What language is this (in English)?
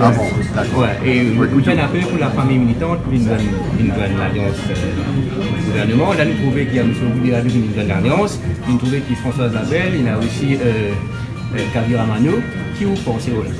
Morisyen